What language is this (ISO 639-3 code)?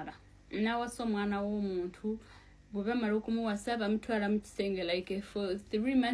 lug